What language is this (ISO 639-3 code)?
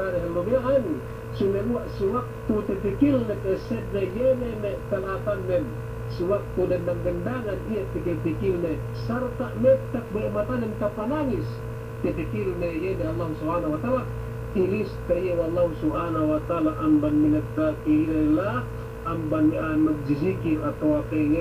yka